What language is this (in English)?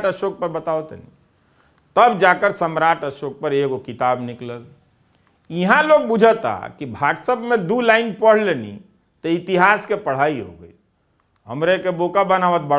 Bhojpuri